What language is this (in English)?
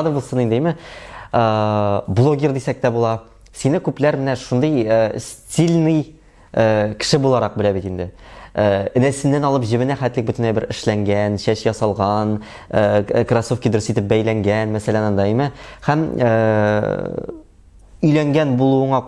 Tatar